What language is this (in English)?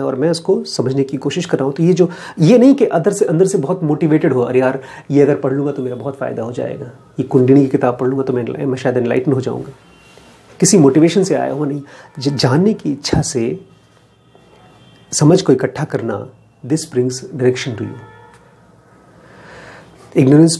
Hindi